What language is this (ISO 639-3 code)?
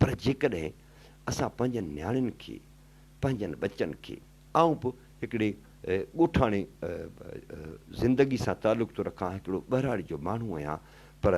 snd